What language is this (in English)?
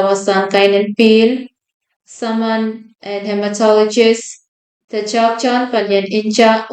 Pohnpeian